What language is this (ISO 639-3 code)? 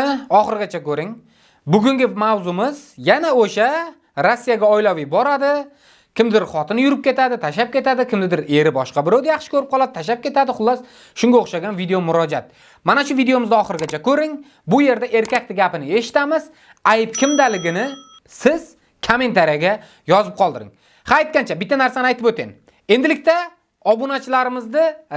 uzb